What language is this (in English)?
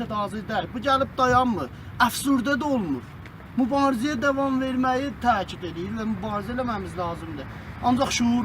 South Azerbaijani